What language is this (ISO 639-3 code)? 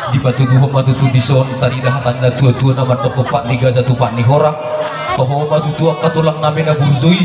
bbc